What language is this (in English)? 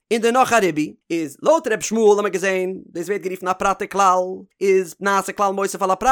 Yiddish